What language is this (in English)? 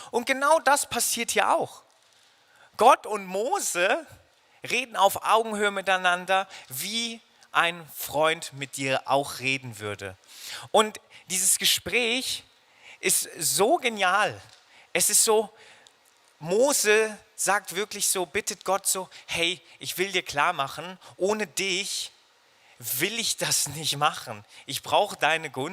Swiss German